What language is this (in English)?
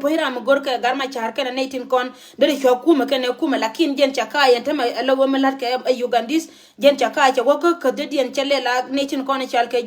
Nuer